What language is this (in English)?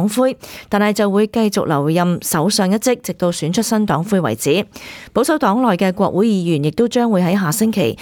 Cantonese